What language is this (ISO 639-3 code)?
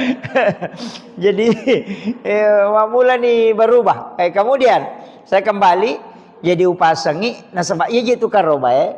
bug